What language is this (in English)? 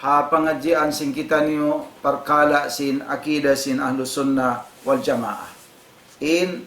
Tausug